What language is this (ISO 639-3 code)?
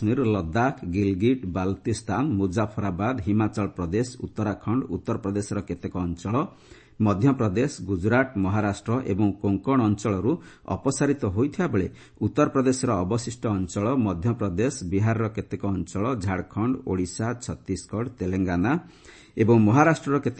ori